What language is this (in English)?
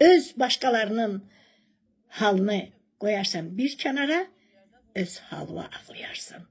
Azerbaijani